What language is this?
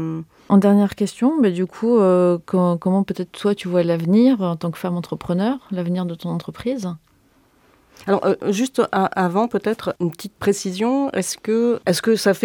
French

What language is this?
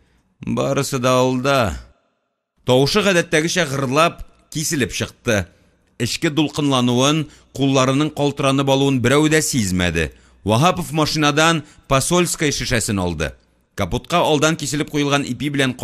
Tatar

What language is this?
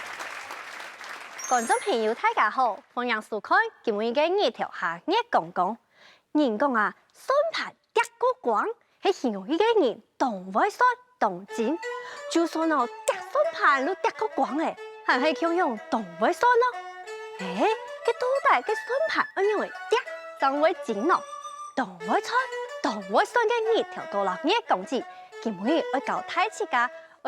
Hakka Chinese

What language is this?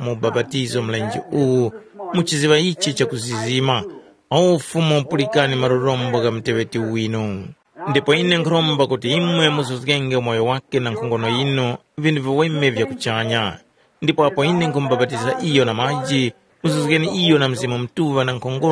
Tumbuka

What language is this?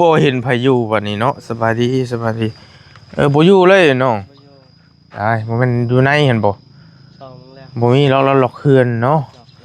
Northeastern Thai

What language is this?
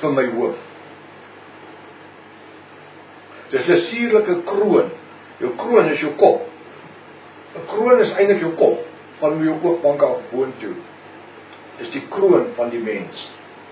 Afrikaans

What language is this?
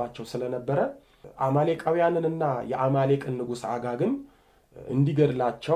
Amharic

